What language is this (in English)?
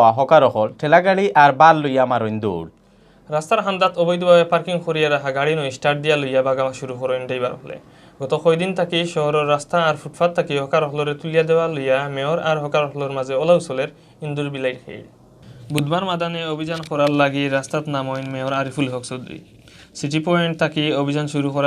Sylheti